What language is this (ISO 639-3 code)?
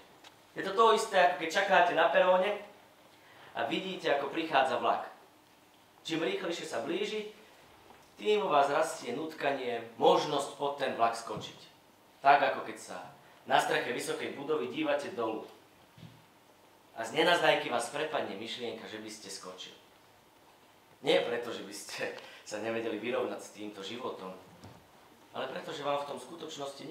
slk